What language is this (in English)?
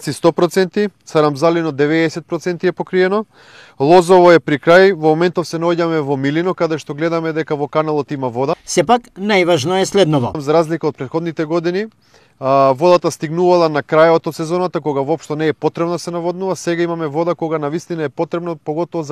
Macedonian